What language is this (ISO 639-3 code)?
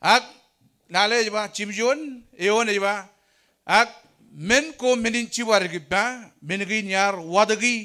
mah